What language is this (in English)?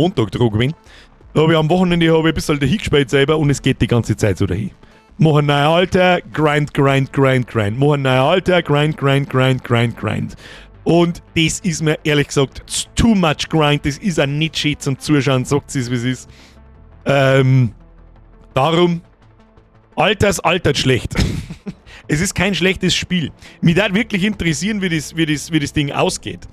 Bavarian